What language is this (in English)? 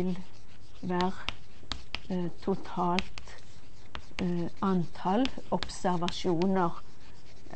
Norwegian